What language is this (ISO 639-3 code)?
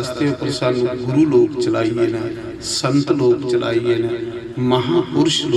doi